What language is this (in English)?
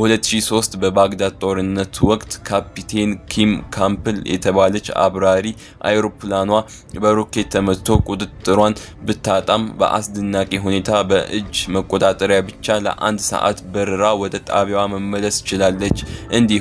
Amharic